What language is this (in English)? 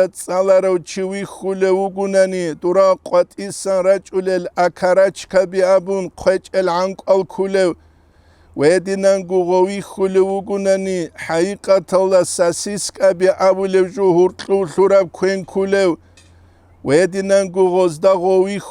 Avaric